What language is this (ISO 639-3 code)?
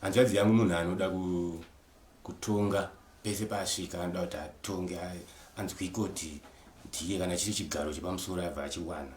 sna